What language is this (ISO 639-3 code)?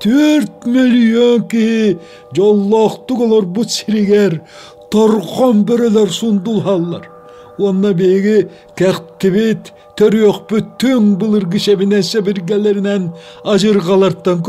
sah